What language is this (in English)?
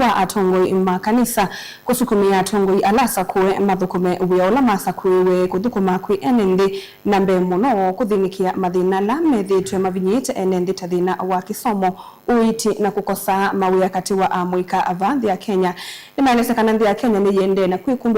Kamba